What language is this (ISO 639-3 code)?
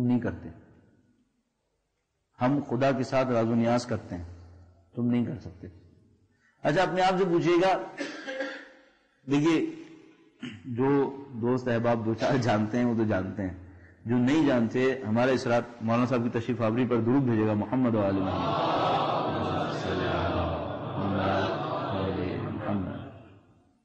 urd